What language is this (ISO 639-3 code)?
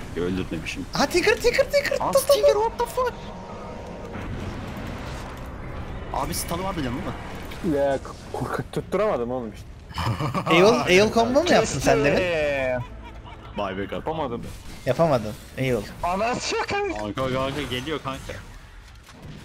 tur